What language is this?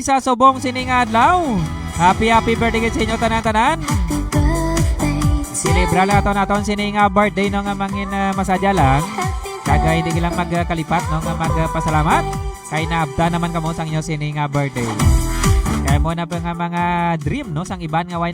Hiligaynon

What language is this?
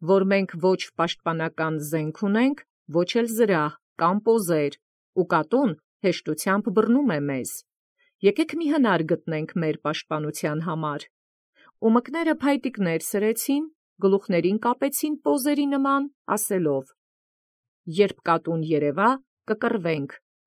Armenian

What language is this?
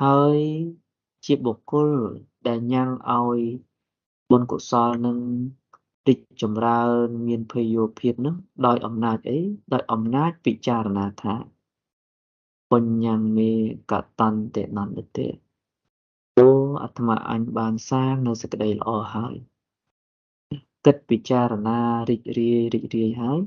Khmer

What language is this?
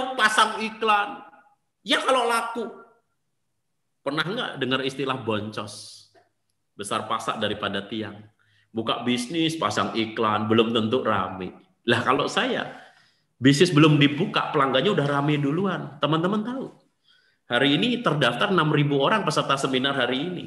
Indonesian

